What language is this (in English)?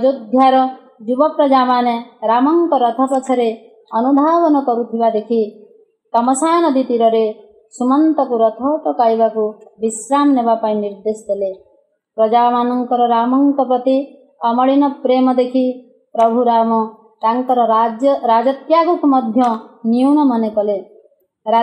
Odia